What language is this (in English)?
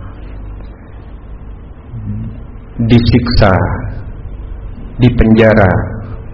Indonesian